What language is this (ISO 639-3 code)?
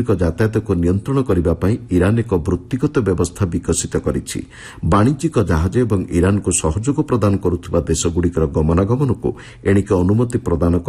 ori